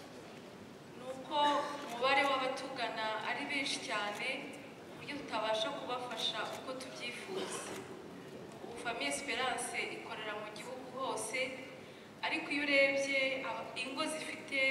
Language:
Kinyarwanda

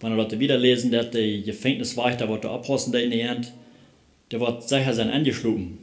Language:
Plautdietsch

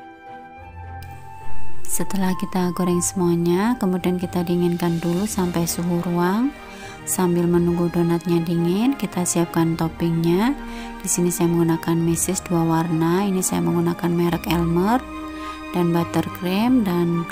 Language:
Indonesian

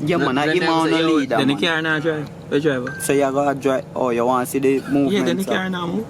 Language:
Jamaican Creole English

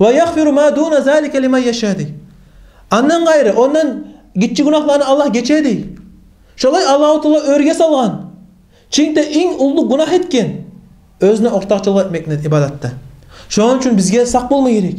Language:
Kumyk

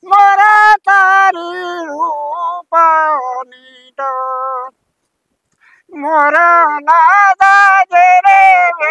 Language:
Gujarati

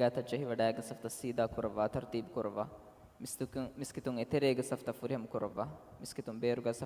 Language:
Divehi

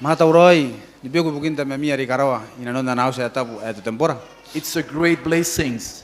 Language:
Gilbertese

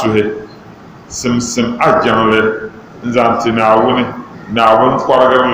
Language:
Dagbani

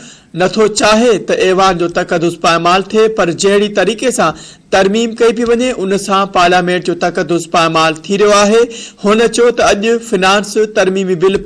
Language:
Sindhi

